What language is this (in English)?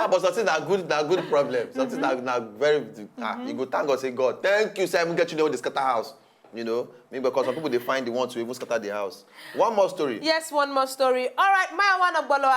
Nigerian Pidgin